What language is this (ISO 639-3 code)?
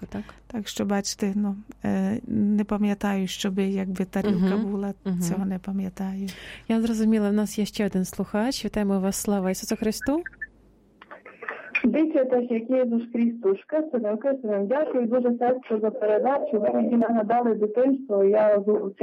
ukr